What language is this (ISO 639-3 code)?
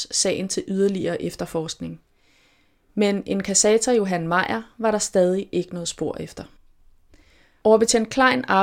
dan